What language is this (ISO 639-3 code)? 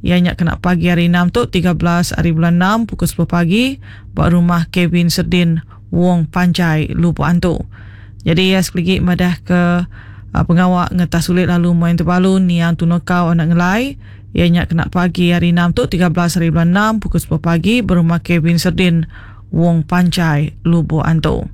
iba